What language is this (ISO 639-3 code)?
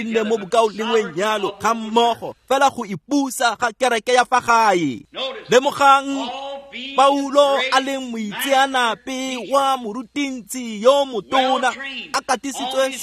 tsn